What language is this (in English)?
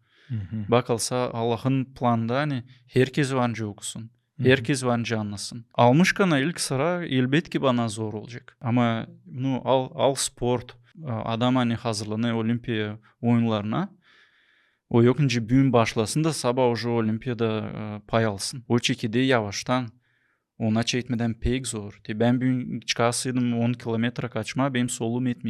Gagauz